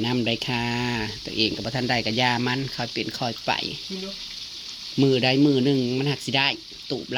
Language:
Northeastern Thai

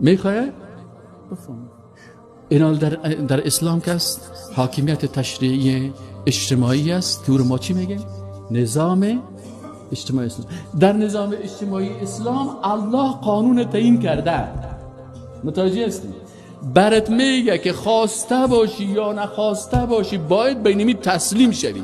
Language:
Persian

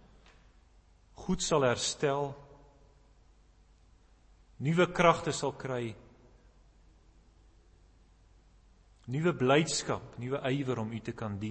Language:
Afrikaans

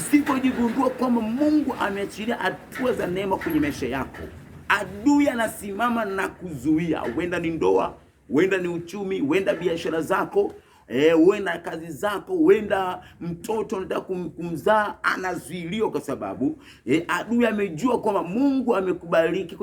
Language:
Swahili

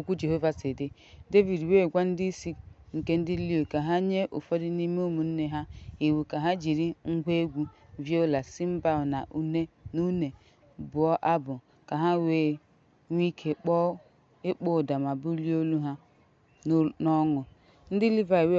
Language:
Igbo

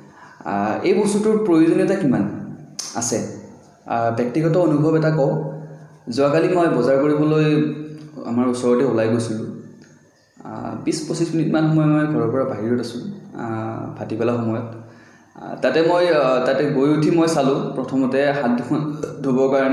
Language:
Assamese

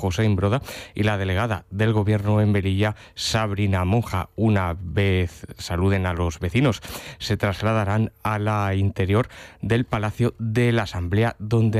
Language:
Spanish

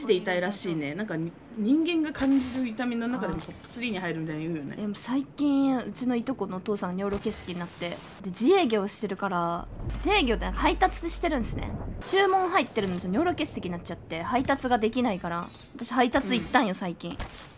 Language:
Japanese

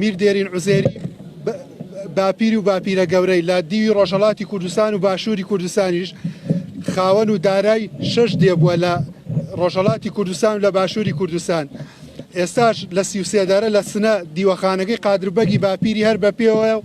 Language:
Central Kurdish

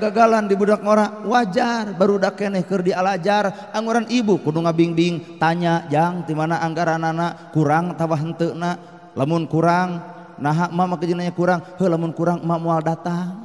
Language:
Sundanese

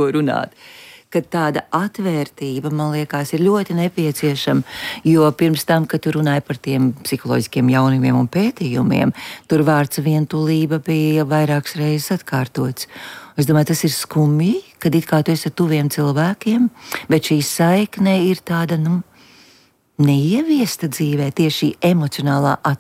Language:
Latvian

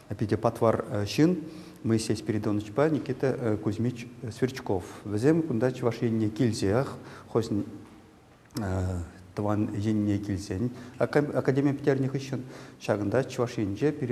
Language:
Chuvash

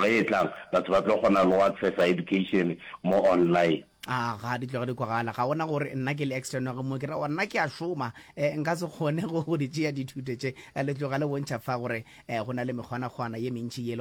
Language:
Northern Sotho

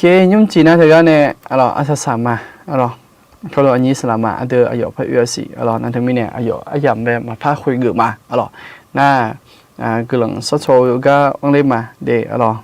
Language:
Akha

